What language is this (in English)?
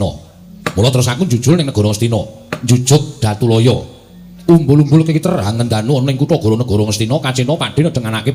Javanese